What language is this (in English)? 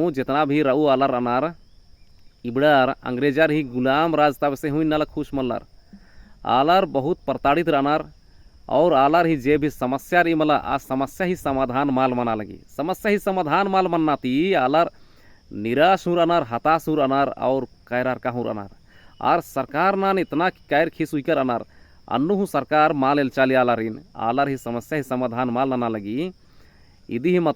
Kurukh